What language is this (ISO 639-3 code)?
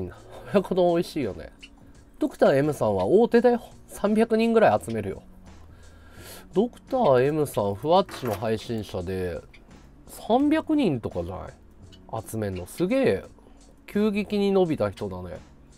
jpn